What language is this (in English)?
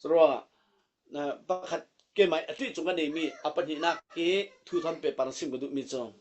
Falam Chin